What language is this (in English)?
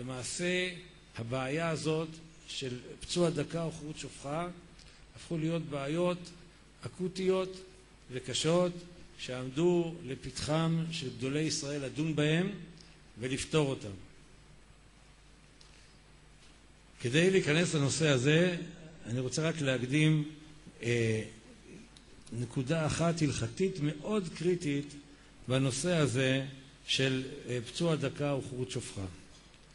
Hebrew